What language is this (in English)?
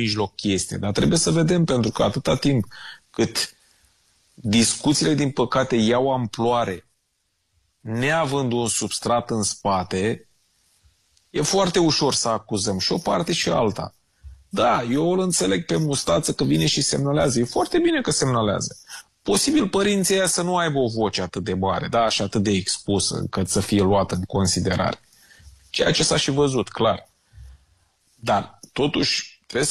Romanian